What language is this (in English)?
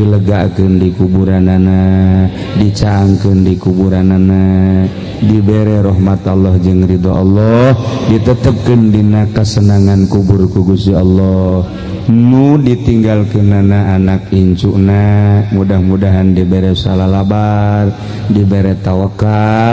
Sundanese